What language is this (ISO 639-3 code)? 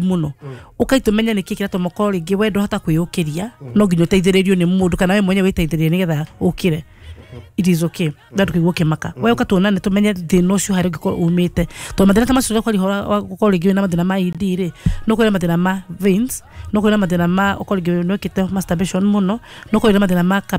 kik